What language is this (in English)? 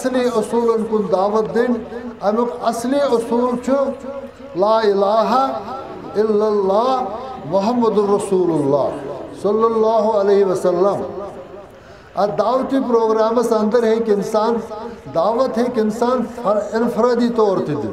Kashmiri